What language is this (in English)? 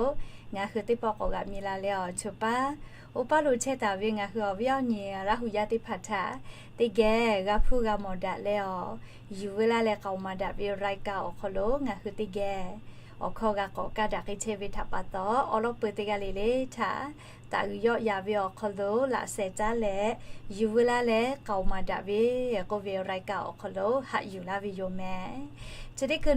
Lahu